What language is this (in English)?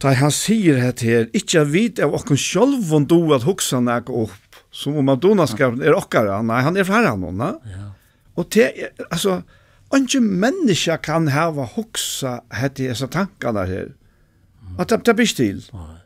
Faroese